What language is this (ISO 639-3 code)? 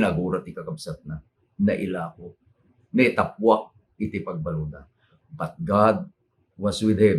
ilo